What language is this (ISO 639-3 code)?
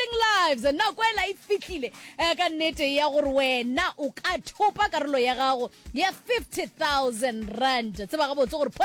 nso